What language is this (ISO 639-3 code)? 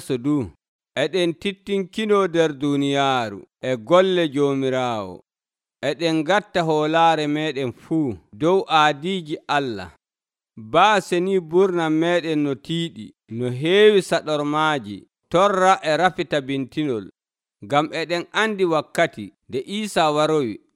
fuv